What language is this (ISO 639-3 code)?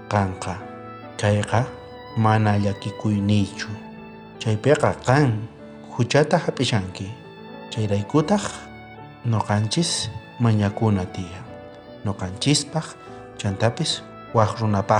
quh